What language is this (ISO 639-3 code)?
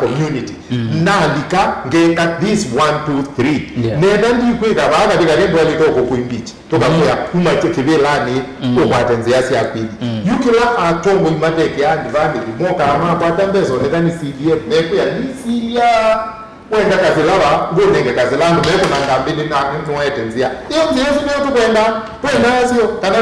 kam